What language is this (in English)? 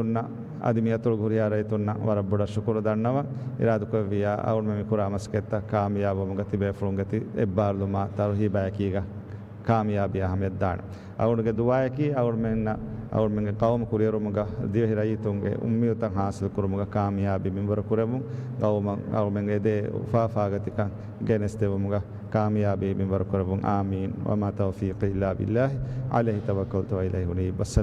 Divehi